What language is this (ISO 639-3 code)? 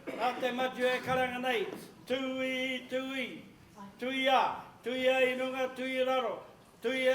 mri